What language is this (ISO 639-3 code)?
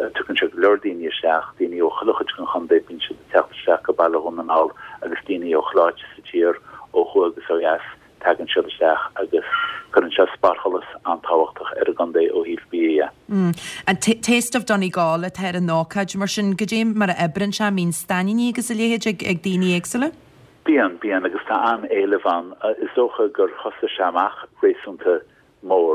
gle